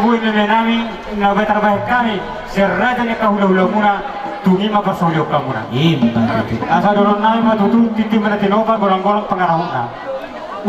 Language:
Batak Toba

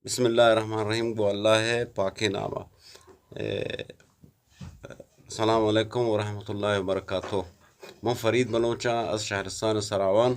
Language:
Eastern Balochi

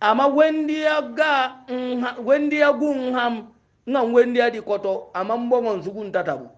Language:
Hausa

